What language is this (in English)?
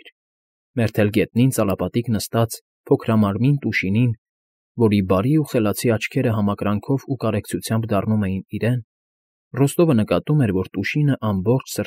Armenian